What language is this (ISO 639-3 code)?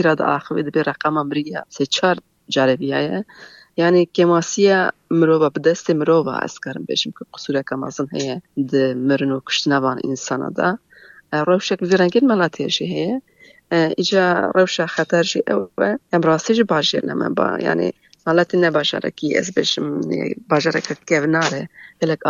kur